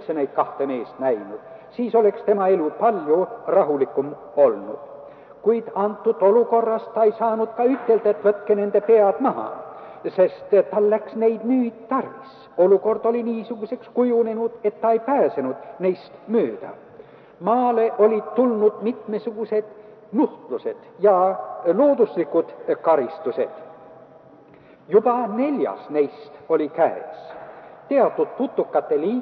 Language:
Estonian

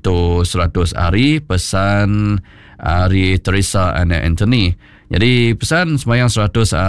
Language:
Iban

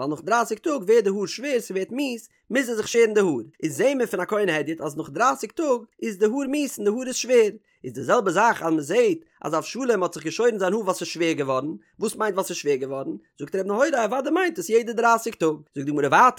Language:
Yiddish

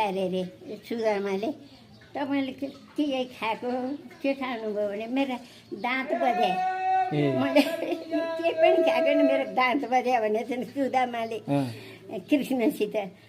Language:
Nepali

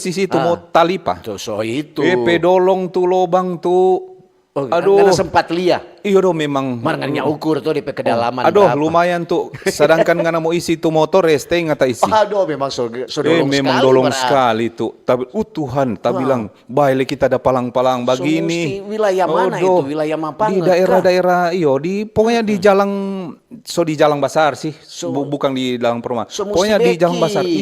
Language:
Manado Malay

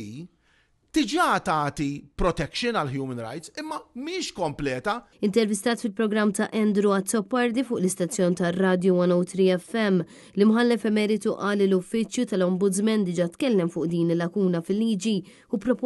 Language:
Maltese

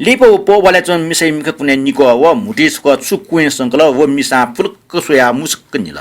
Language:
Newari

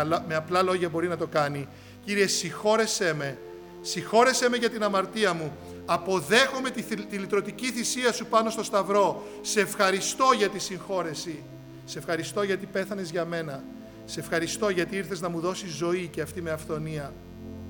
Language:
Greek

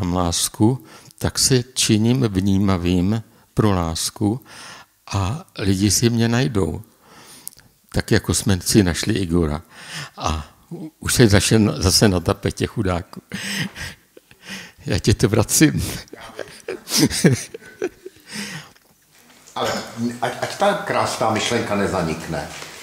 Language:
Czech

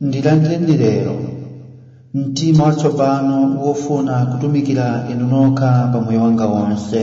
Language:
Nyanja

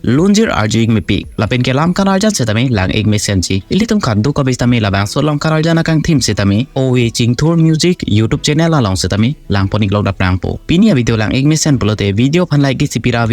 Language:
Karbi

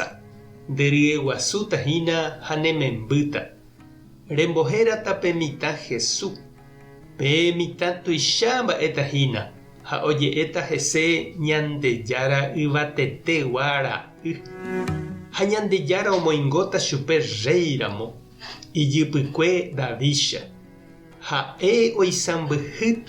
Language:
Guarani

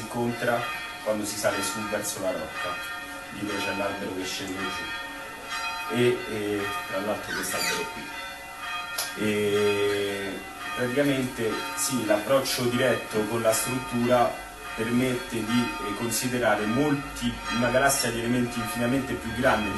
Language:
Italian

